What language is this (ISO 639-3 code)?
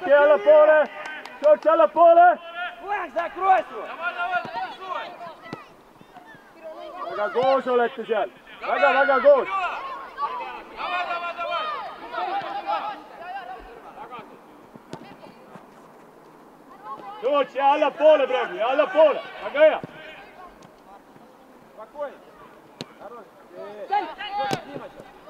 est